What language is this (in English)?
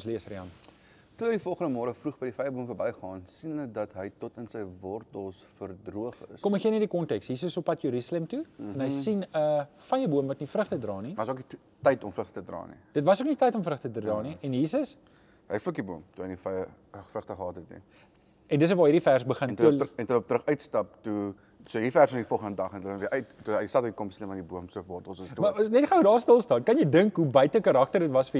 Afrikaans